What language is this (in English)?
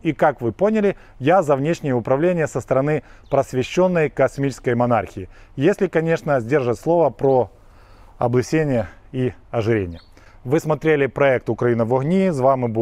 Russian